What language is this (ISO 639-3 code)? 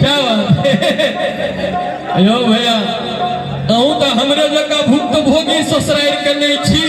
mai